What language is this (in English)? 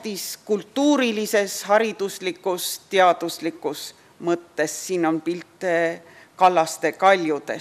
Estonian